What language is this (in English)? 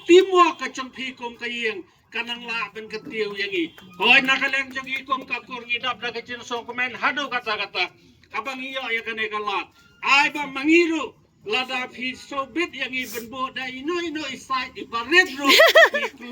Khasi